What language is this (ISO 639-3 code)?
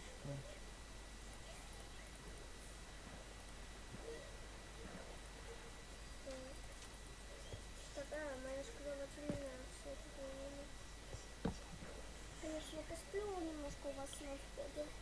rus